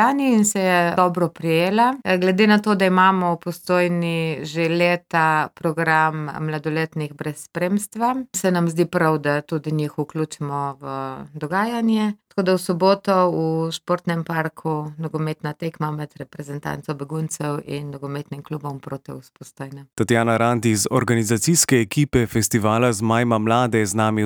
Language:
Slovenian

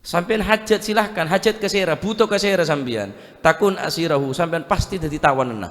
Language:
Madurese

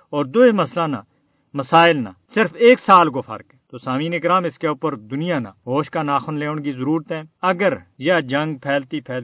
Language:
Gujari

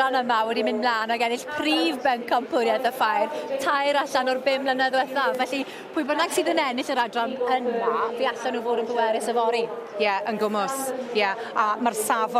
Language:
Welsh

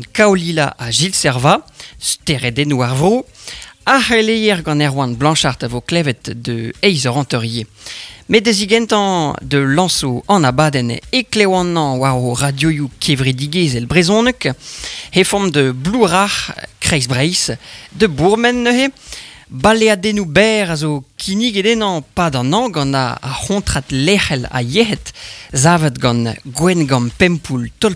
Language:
Breton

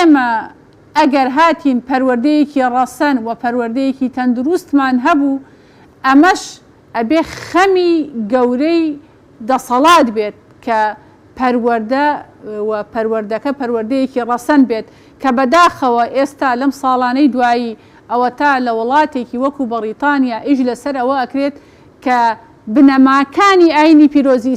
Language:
Central Kurdish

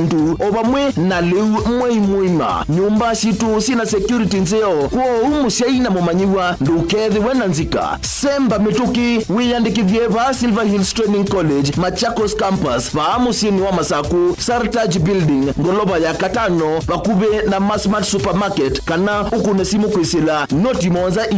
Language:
Kamba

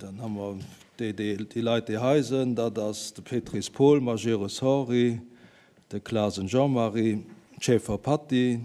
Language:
Luxembourgish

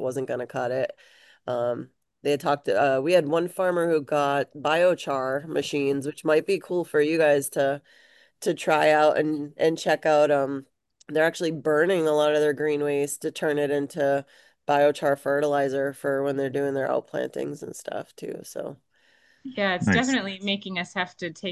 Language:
English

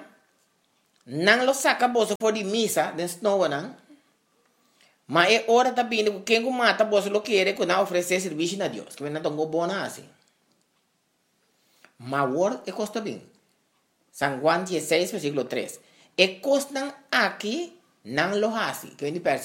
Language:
Papiamento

